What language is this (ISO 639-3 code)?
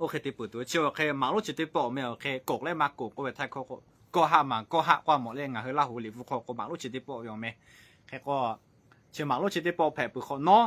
lhu